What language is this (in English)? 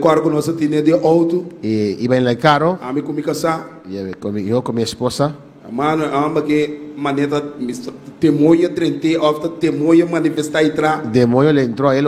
Papiamento